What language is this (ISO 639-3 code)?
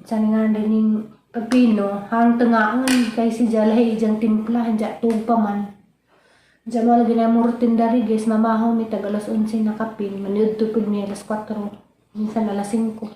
ceb